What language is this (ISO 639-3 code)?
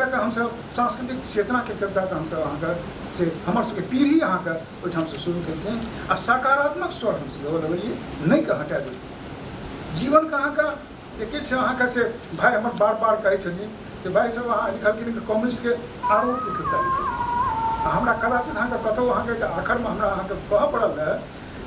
mai